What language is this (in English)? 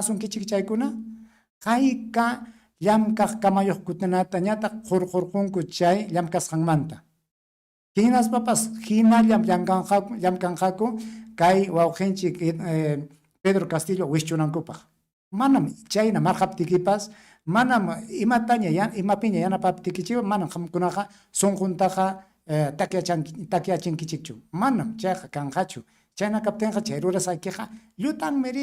Ayacucho Quechua